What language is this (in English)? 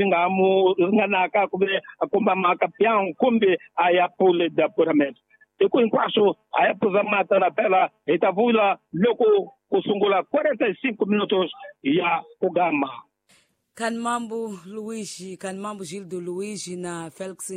Tsonga